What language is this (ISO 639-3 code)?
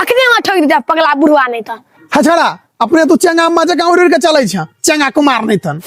mai